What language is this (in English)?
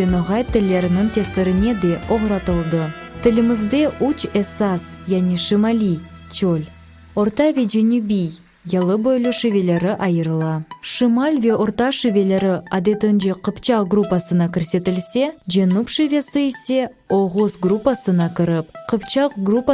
Crimean Tatar